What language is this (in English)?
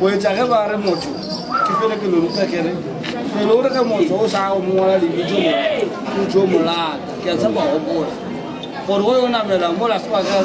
Northern Sotho